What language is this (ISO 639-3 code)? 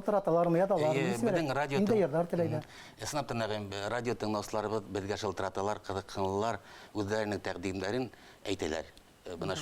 bak